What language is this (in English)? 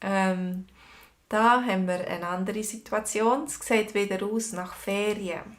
Swiss German